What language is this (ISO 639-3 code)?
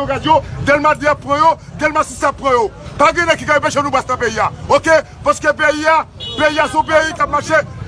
hat